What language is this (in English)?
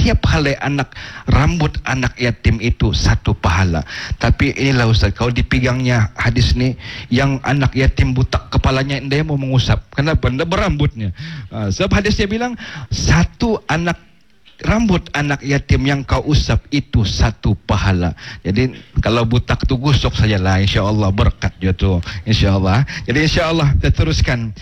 Malay